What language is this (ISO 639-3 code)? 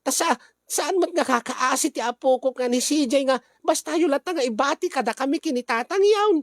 ilo